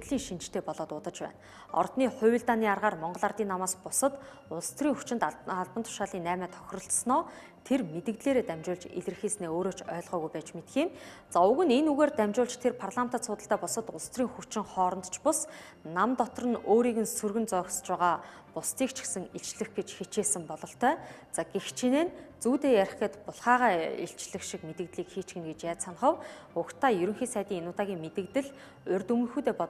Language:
Mongolian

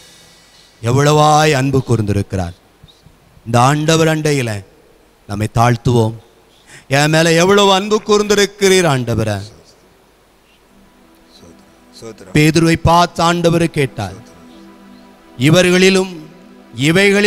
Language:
Tamil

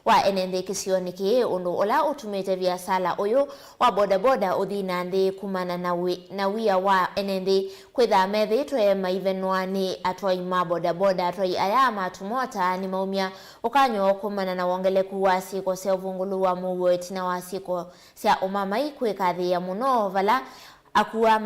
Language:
Kamba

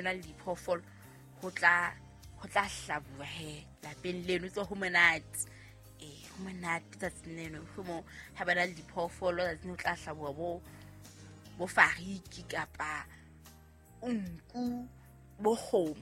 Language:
Southern Sotho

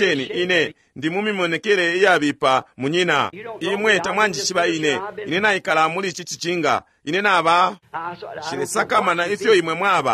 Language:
Bemba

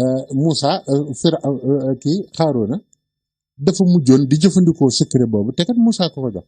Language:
Wolof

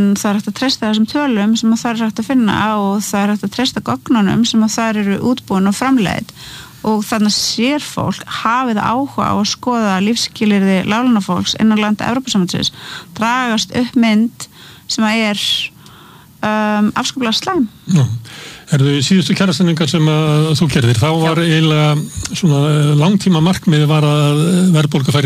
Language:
Icelandic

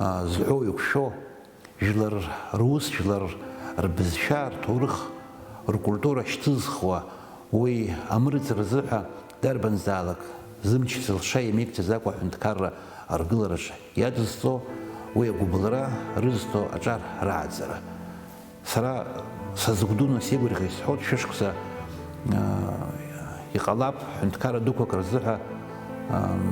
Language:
Abkhazian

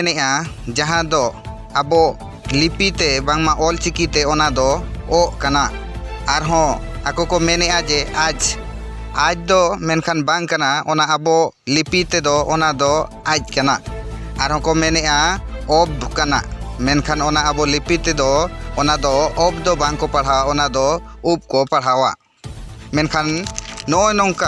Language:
Santali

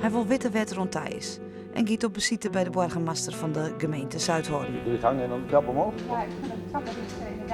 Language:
Western Frisian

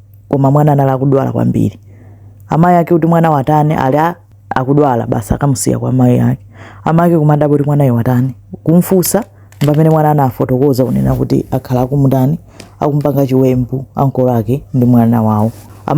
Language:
Nyanja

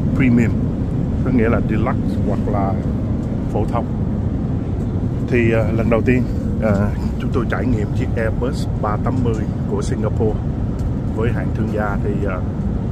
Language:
Vietnamese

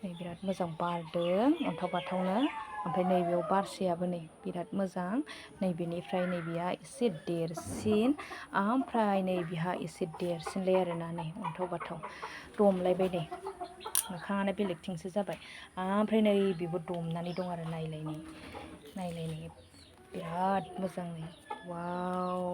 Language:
Bodo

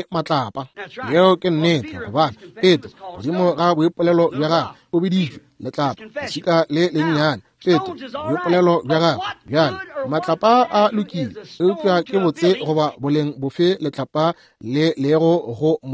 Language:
Northern Sotho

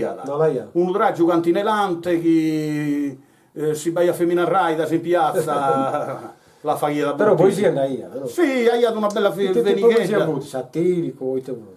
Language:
Sardinian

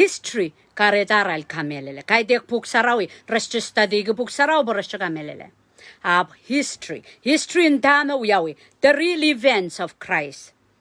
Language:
Pohnpeian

